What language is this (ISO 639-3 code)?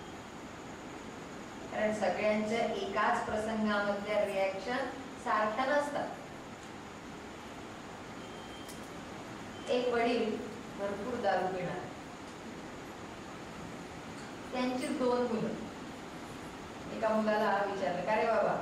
mar